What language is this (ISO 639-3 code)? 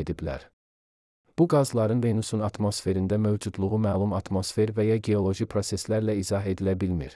aze